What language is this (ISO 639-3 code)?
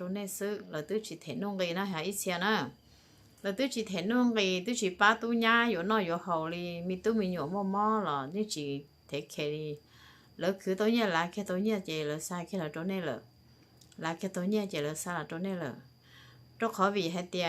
hmn